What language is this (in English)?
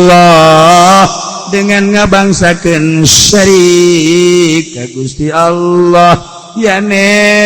Sundanese